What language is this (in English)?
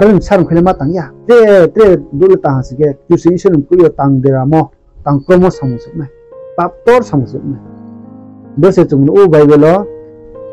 Riang (India)